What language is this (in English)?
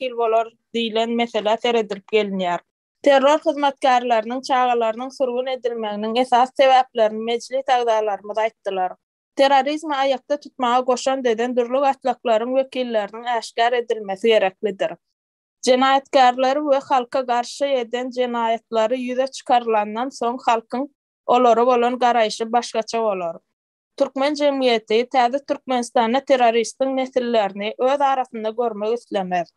Turkmen